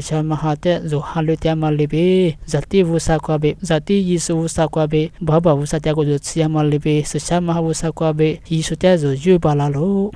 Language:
Lisu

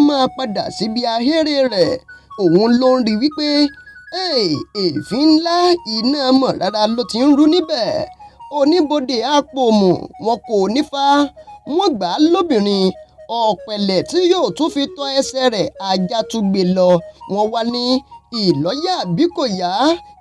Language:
Yoruba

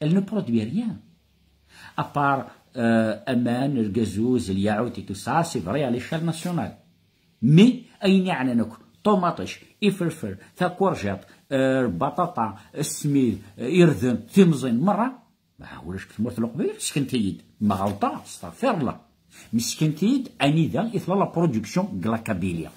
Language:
Kabyle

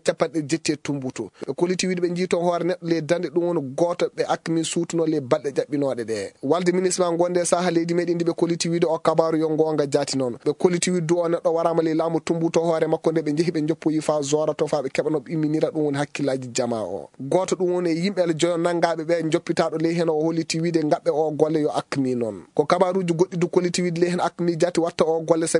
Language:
Fula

